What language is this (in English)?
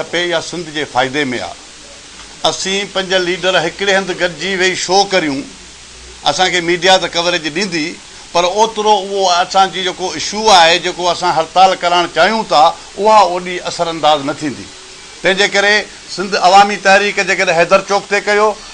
Sindhi